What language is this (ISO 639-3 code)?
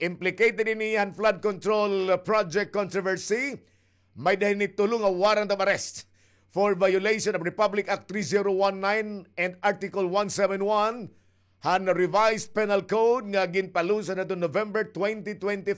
war